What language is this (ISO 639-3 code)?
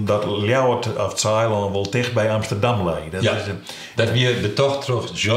fry